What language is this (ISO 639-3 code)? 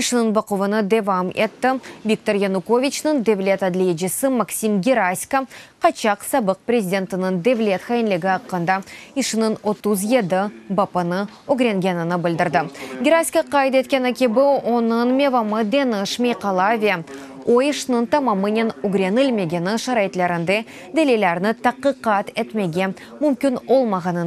crh